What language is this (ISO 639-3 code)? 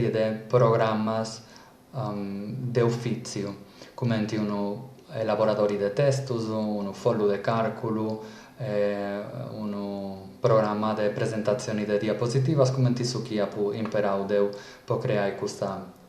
srd